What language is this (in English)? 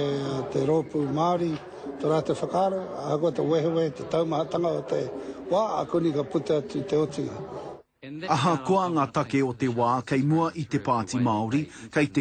Māori